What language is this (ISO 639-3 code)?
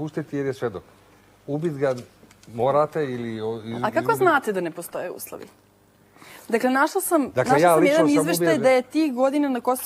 srp